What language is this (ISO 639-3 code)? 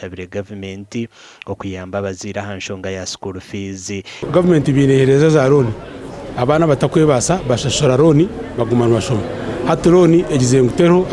nyn